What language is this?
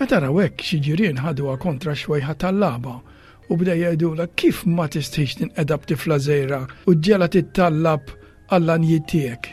Maltese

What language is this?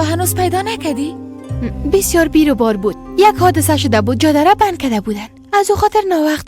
Persian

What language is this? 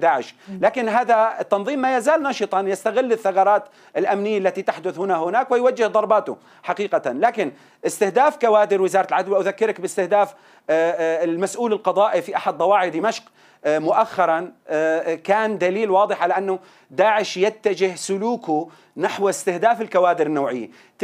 Arabic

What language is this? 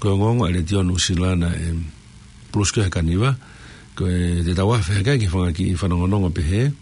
Tongan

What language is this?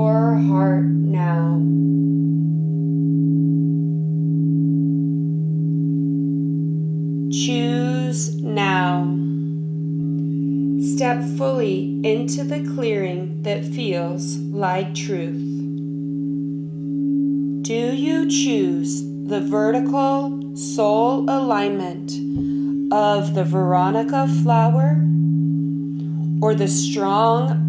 English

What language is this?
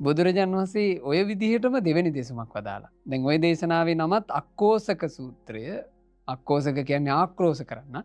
Sinhala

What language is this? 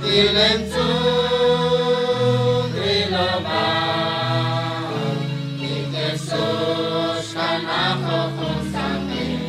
Kekchí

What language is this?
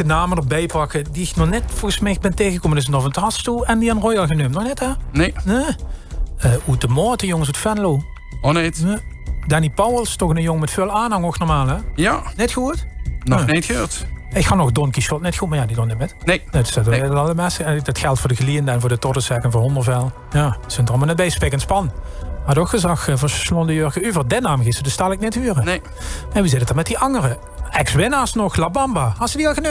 Limburgish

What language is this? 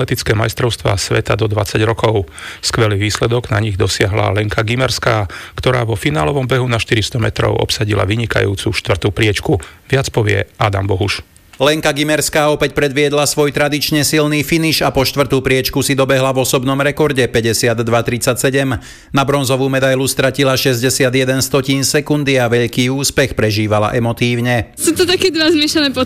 Slovak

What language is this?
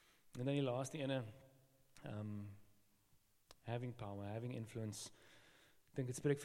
Afrikaans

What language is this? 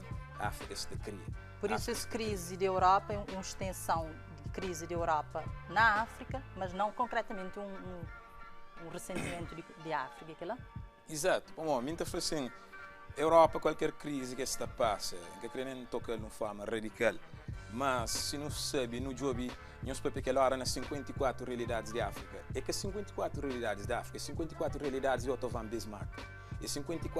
Kabuverdianu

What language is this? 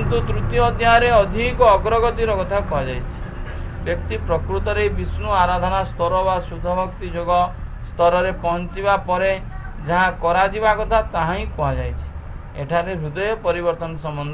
Odia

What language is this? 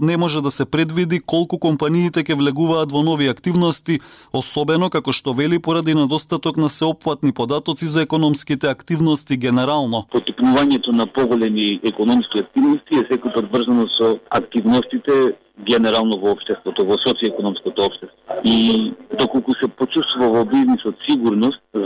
Macedonian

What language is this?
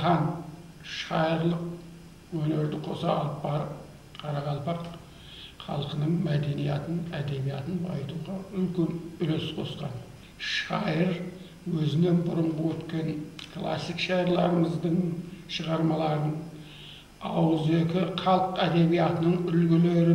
Kara-Kalpak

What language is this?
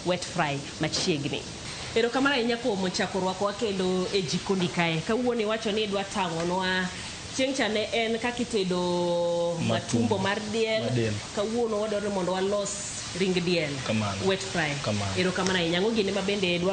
Luo (Kenya and Tanzania)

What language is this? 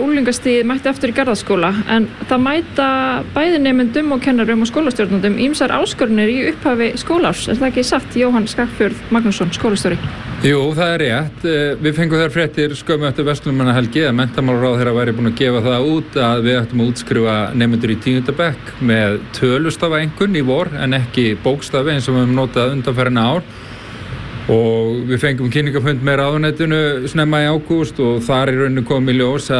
Icelandic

